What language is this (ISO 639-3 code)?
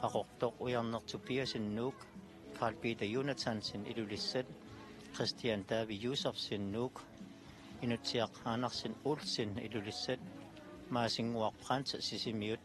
kal